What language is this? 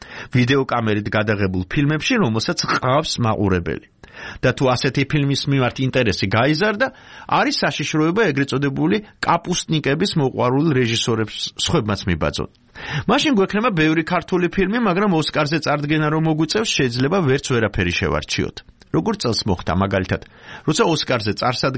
Georgian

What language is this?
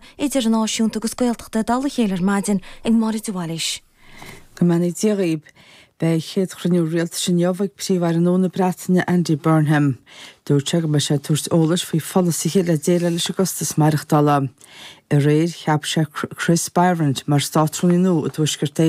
Irish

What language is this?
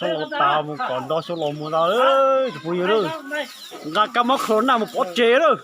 Hmong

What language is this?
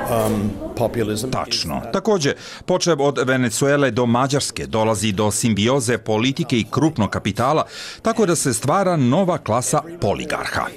Bosnian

